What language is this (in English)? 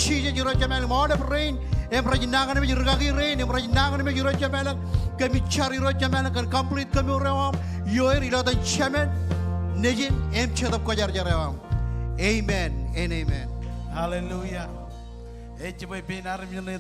Marshallese